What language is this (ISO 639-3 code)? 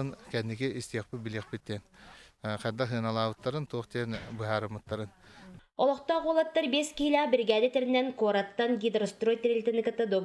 sah